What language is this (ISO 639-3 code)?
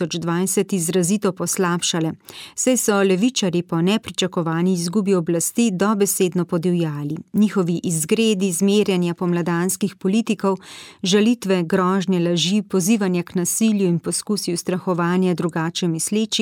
slv